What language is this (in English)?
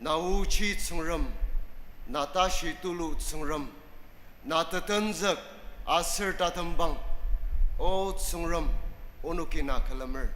Ao Naga